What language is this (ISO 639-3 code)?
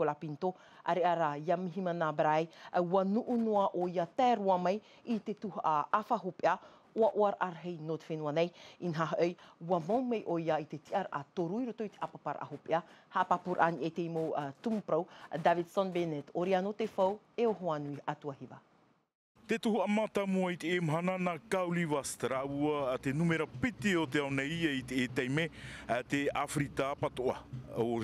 tah